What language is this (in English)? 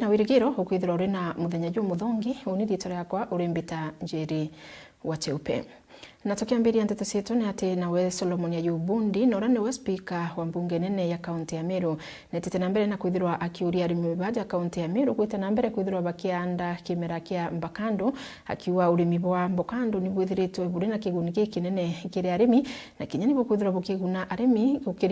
Meru